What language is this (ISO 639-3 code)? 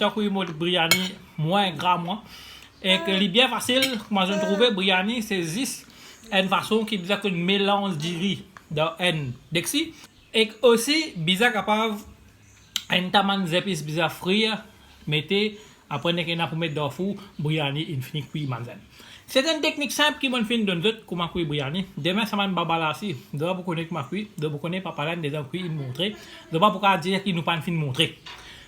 mfe